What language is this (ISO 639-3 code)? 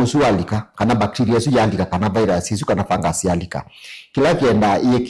kam